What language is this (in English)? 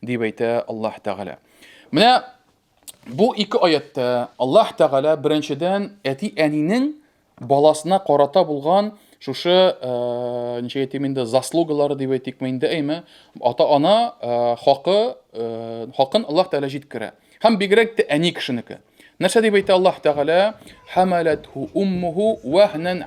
Tatar